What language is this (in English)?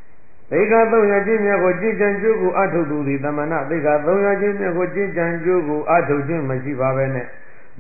Burmese